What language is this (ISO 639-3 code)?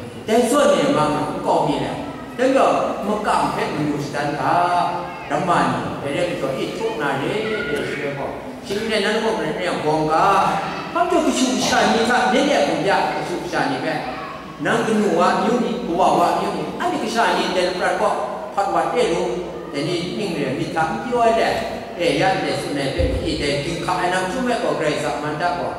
kac